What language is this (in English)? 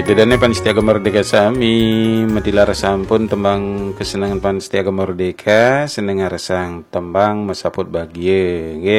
Balinese